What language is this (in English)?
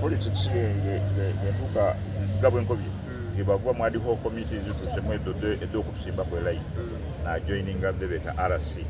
Soga